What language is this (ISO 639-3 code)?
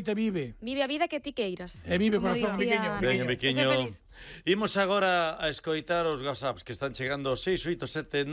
glg